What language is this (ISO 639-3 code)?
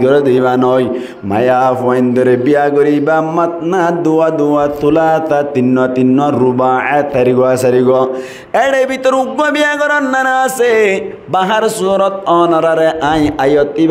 rhg